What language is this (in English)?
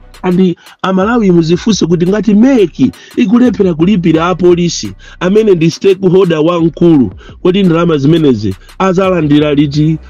Nyanja